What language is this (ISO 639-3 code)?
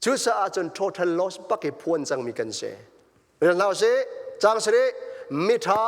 cnh